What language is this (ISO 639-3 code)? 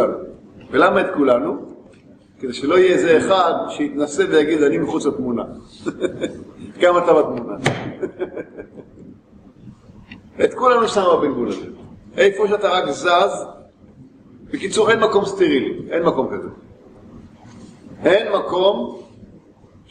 heb